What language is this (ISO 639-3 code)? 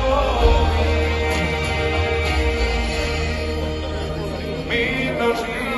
hrv